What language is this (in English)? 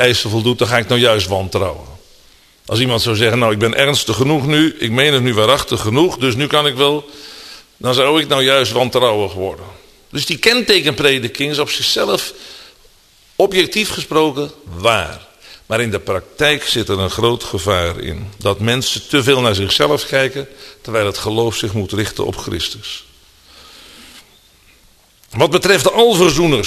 Dutch